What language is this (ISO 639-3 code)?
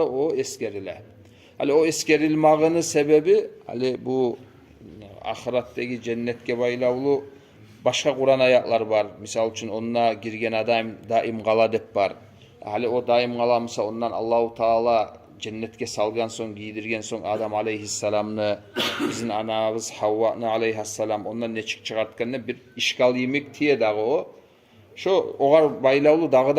kum